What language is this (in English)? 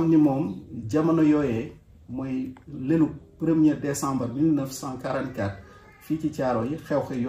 Wolof